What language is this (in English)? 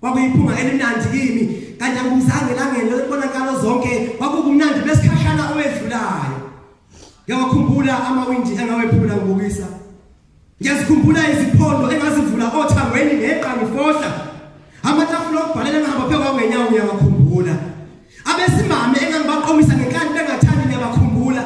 Zulu